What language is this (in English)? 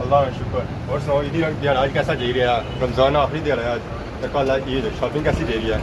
Pahari-Potwari